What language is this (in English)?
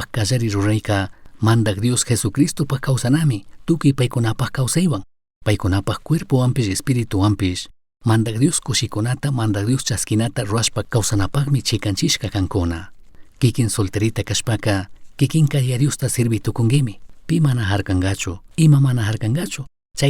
Chimborazo Highland Quichua